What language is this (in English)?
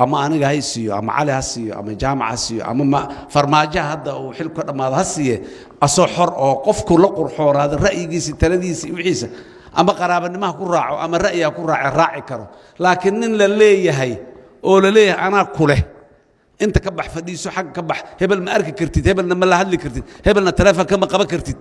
Somali